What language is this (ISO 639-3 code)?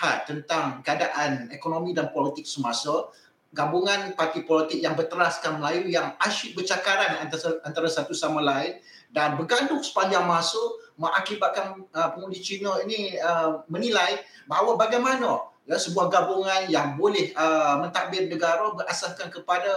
msa